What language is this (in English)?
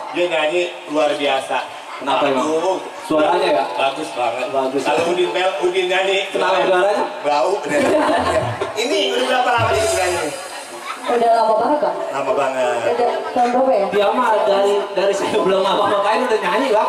Betawi